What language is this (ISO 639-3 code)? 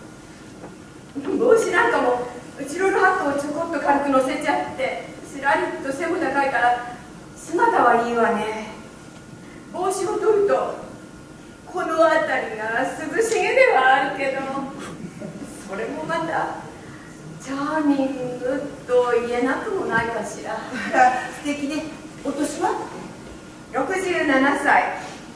jpn